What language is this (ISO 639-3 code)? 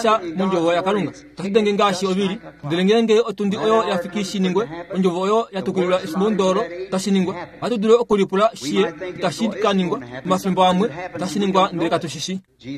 kua